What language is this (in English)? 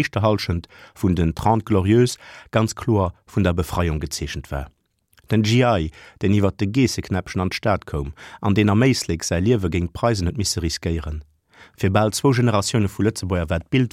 Luxembourgish